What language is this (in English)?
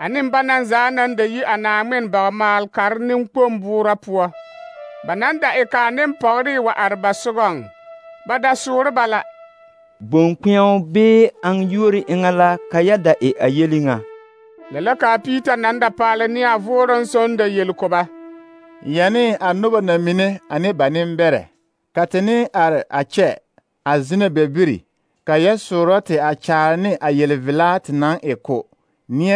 Southern Dagaare